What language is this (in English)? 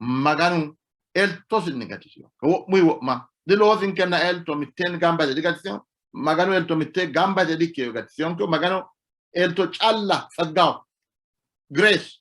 Sidamo